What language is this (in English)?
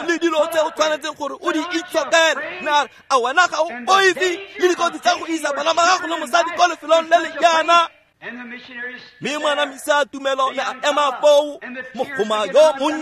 Tswana